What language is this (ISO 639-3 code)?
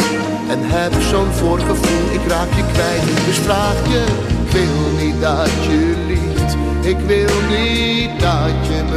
nld